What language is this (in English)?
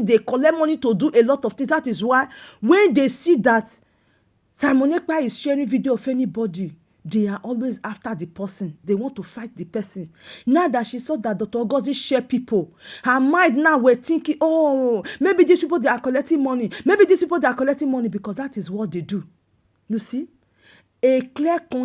Nigerian Pidgin